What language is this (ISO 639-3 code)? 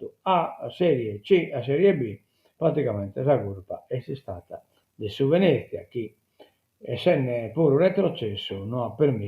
srd